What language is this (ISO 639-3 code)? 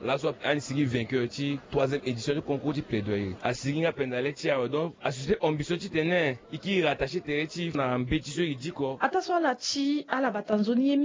sag